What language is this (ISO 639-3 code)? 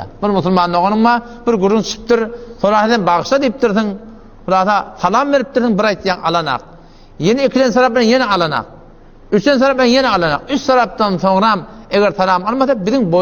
tuk